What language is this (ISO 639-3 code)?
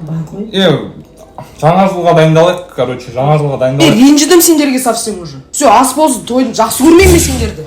kaz